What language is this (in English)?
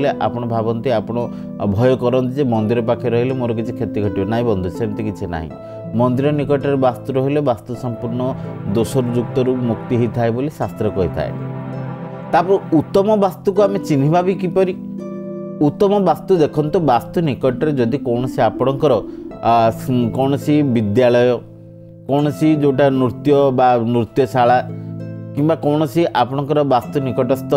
Odia